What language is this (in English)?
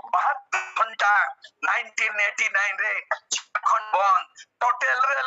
Santali